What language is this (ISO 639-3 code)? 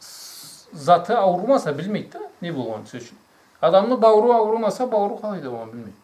krc